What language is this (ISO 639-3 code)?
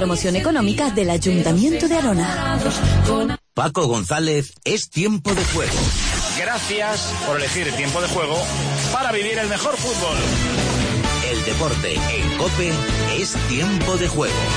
spa